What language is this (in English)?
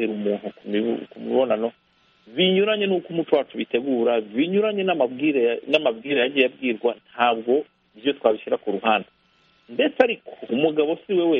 Kinyarwanda